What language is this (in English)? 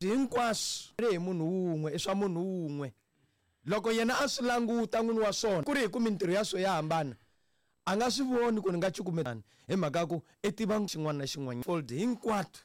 Tsonga